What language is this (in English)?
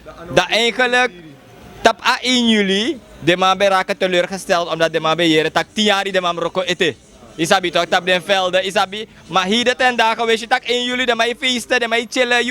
Sranan Tongo